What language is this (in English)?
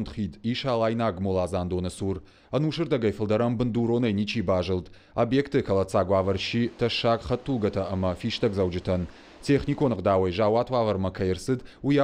Ossetic